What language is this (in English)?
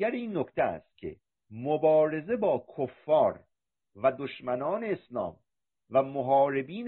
Persian